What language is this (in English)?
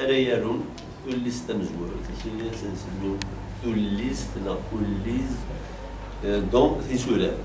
Kabyle